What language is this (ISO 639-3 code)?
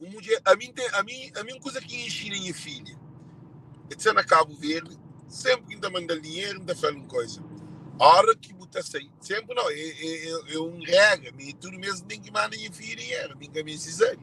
kea